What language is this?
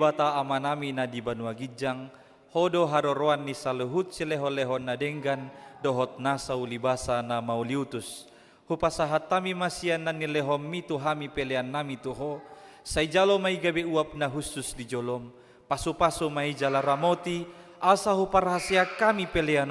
Batak Toba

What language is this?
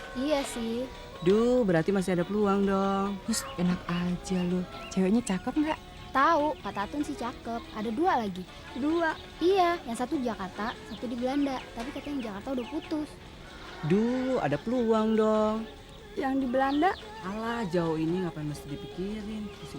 Betawi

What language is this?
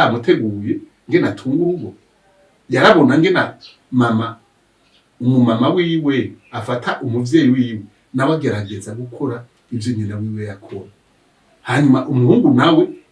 Rundi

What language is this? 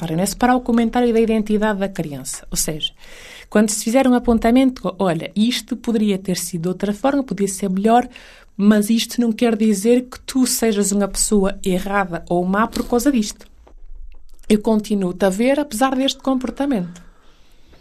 Portuguese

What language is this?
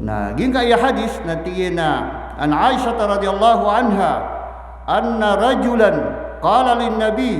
Maranao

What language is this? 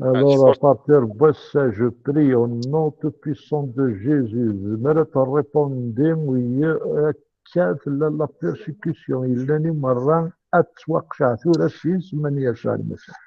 Kabyle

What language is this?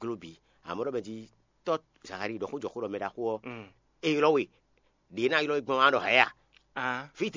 Fon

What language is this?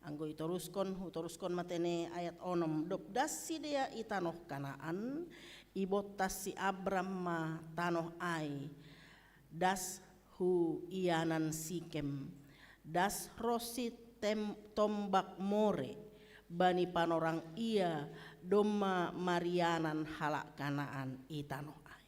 Batak Simalungun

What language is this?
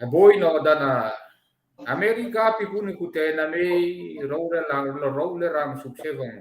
Hmar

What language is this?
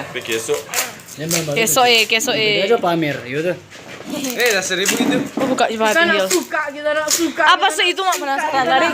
Manado Malay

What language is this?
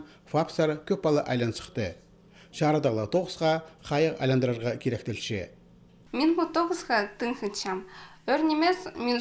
Khakas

